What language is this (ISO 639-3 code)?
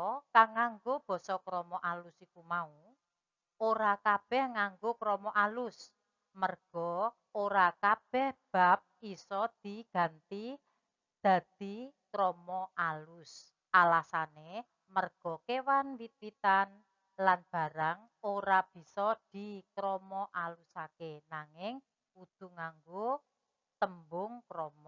jav